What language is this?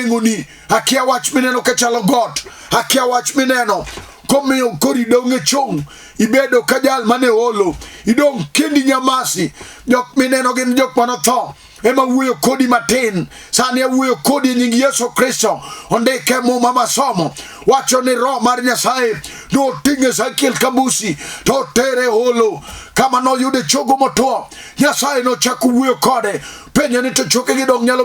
Luo (Kenya and Tanzania)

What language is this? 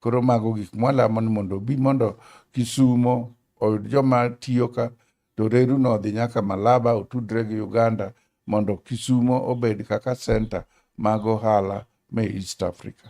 Luo (Kenya and Tanzania)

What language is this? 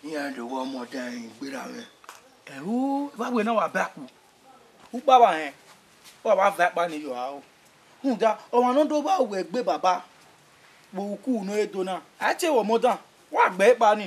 Bini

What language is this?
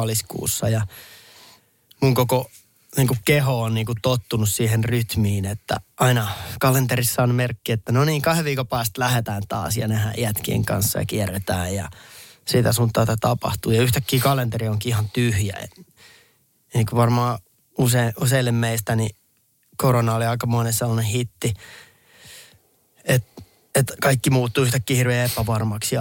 Finnish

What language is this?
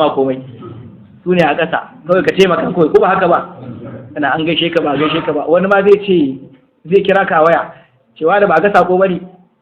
Hausa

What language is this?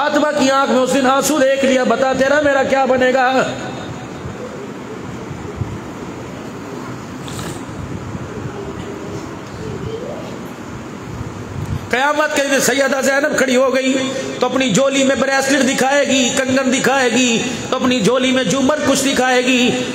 Urdu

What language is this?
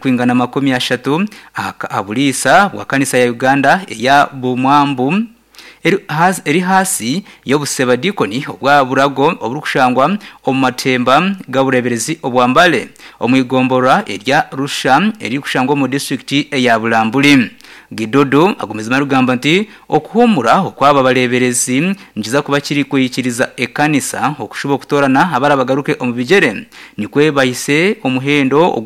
Nyankole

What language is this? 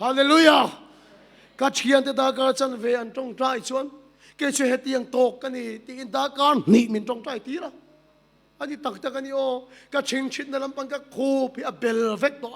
Mizo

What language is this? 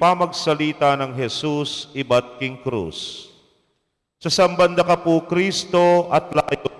Pampanga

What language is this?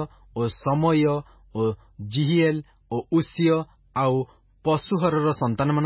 Odia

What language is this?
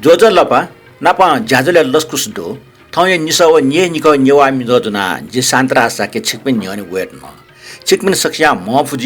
Newari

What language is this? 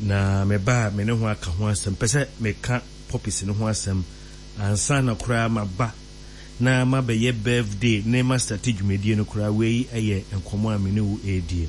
Akan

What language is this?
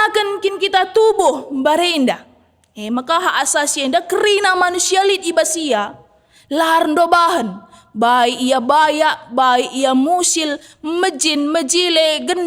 Batak Karo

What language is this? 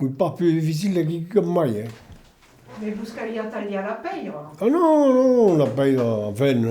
Occitan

